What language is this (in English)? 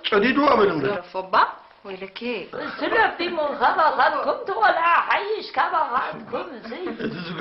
Tigrinya